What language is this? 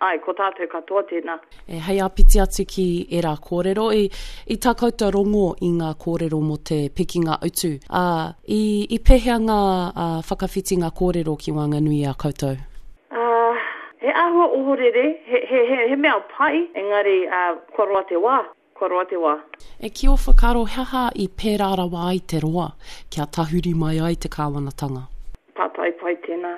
Māori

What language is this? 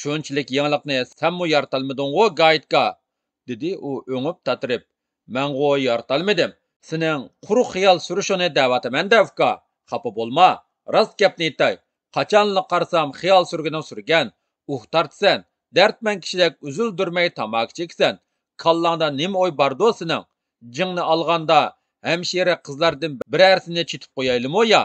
Uyghur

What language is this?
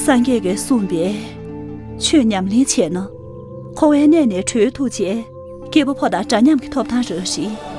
Tibetan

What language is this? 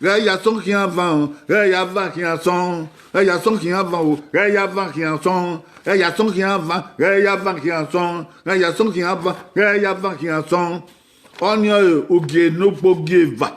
Bini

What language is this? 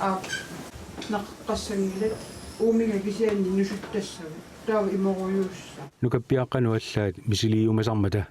Kalaallisut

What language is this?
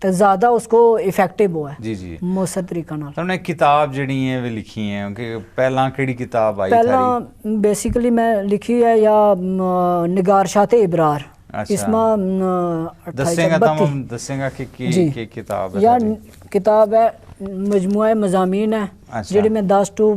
Gujari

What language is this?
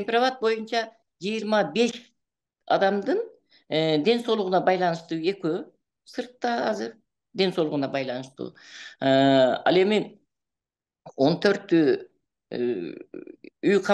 Kyrgyz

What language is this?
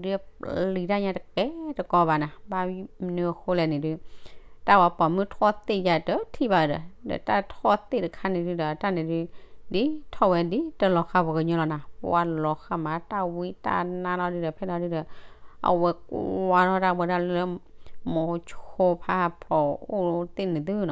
S'gaw Karen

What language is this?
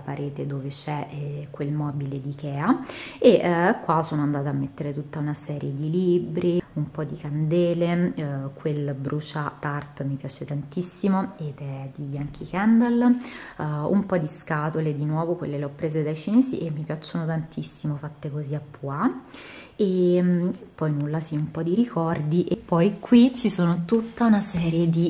Italian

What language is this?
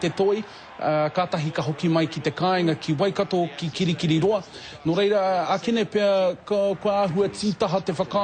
Māori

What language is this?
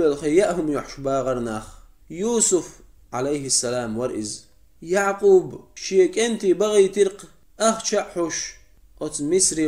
Chechen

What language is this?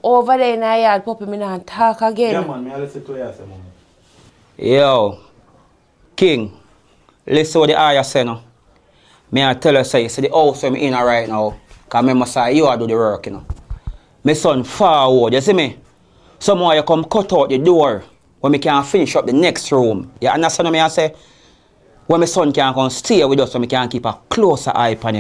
Jamaican Creole English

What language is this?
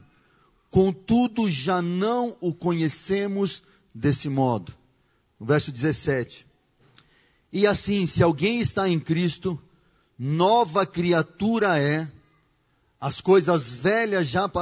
Portuguese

